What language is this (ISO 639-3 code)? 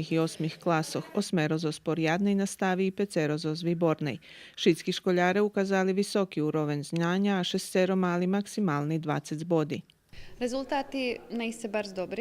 rue